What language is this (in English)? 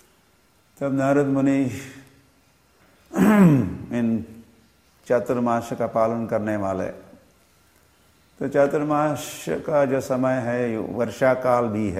Hindi